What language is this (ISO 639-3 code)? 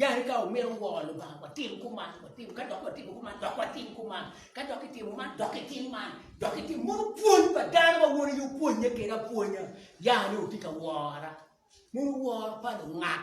ach